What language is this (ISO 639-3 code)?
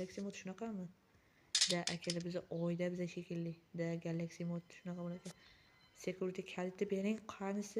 uzb